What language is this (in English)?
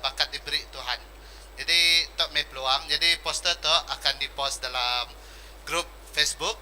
Iban